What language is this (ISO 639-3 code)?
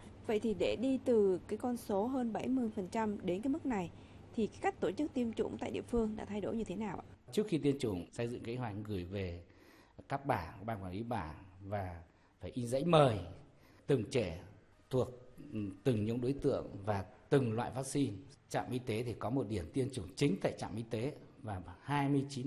vie